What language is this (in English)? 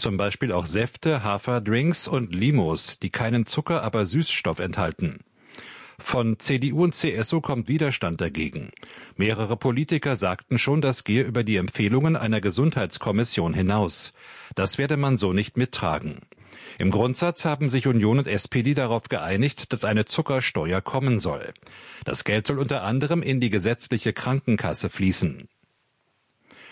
German